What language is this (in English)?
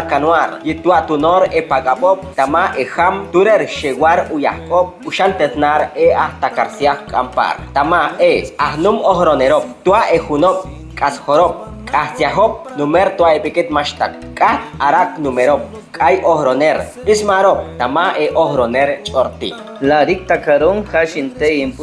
Chortí